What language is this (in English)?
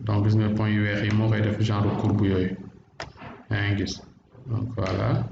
Wolof